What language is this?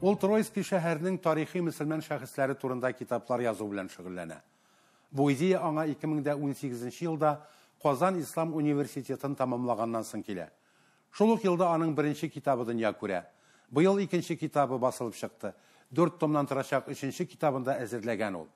Tatar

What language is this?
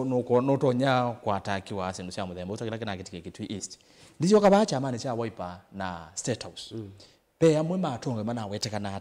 Kamba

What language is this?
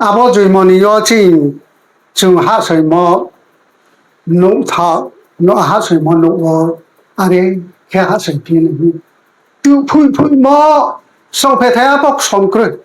Riang (India)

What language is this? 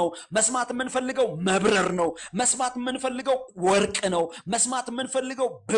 Amharic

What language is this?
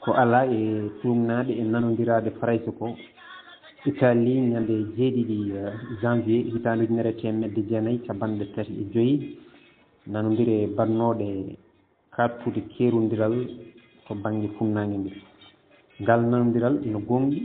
Fula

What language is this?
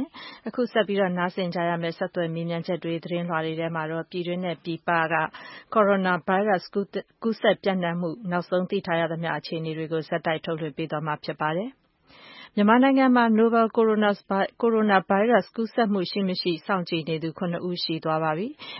Burmese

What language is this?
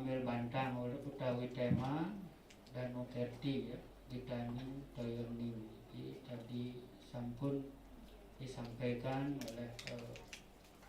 Balinese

